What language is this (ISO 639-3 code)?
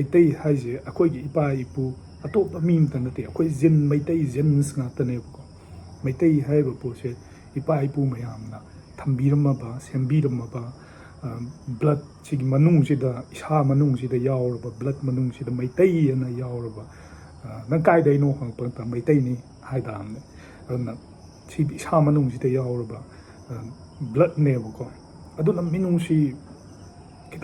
mni